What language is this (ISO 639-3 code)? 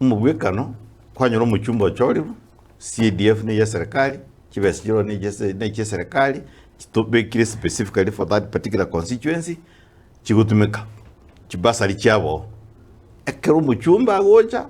guz